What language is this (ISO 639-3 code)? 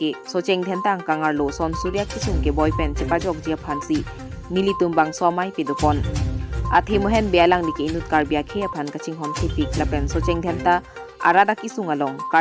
mjw